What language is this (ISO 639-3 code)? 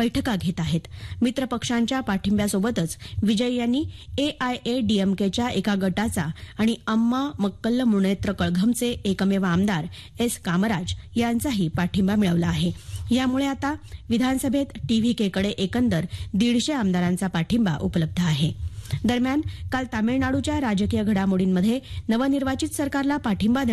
mar